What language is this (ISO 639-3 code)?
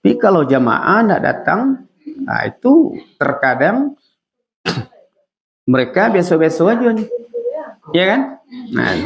min